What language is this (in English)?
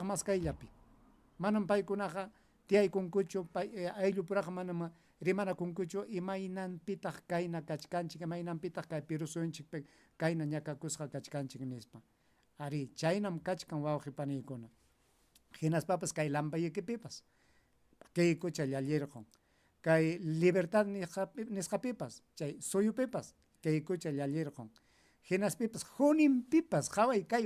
Ayacucho Quechua